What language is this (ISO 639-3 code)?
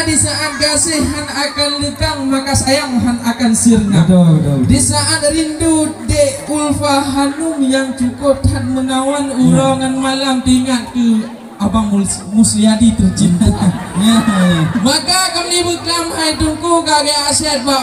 ace